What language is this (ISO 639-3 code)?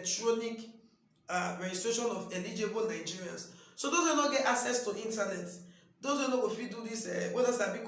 pcm